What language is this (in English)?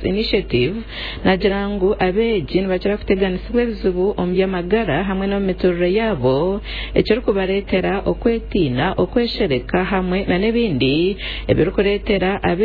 Nyankole